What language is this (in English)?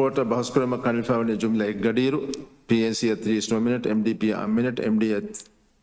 Divehi